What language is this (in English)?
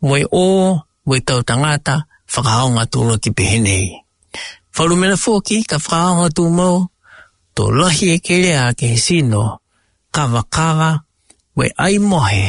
Tongan